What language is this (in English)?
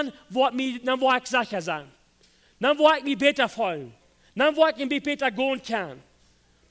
Plautdietsch